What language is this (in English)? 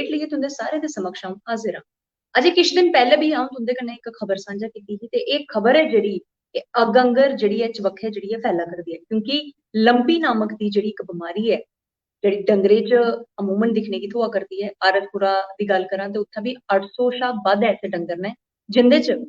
Dogri